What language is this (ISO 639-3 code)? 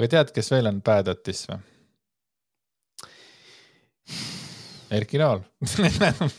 est